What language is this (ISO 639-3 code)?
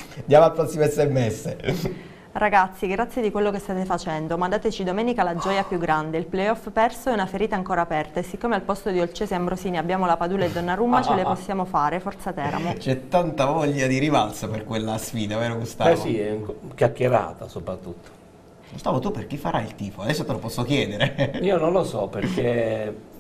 ita